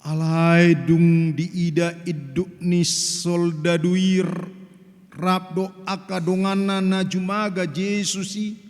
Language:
Batak Toba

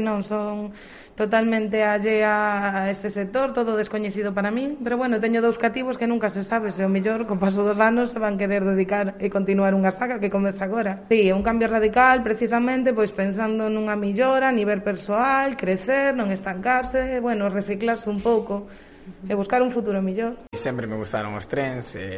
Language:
Galician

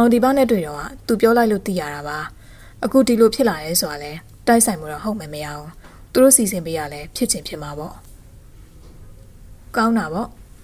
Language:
Burmese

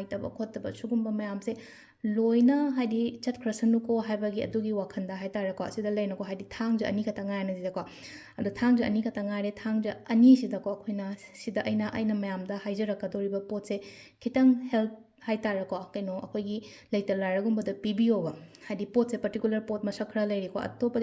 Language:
Manipuri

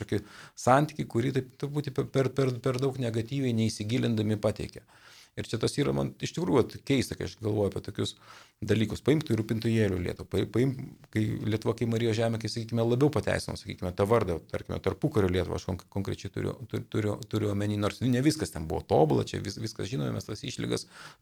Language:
Lithuanian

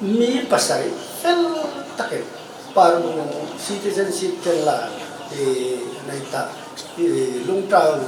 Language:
Hmar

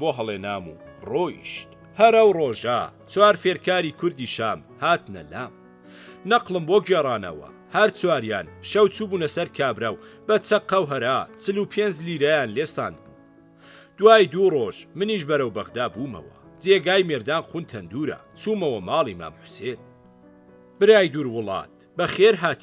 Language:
Central Kurdish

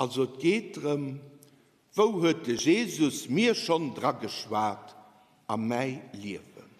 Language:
Luxembourgish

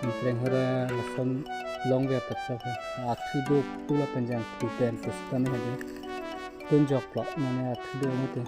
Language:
Karbi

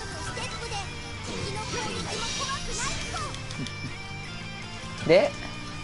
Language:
Japanese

